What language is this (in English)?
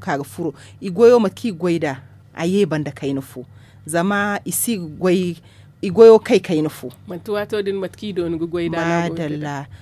Zarma